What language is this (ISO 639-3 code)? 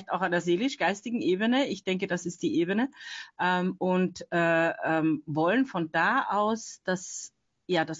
deu